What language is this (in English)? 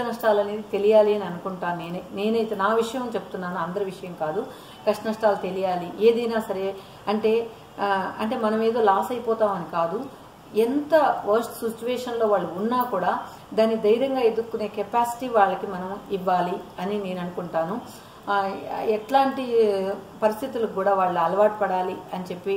Telugu